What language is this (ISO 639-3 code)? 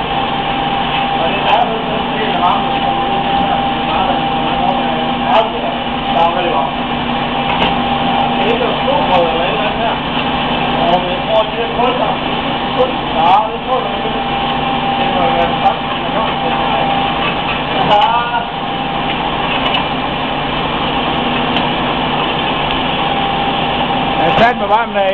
dan